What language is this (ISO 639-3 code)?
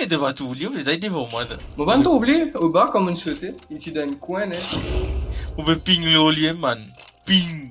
mfe